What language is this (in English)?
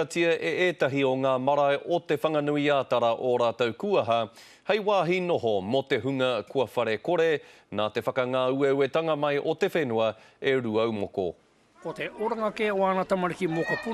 Māori